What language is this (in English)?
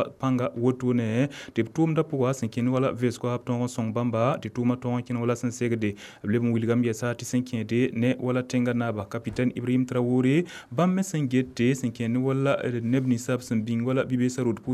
Mossi